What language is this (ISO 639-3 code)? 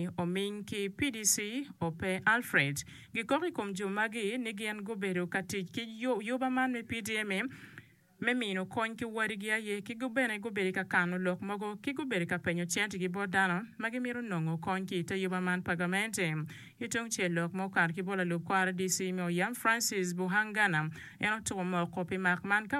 ach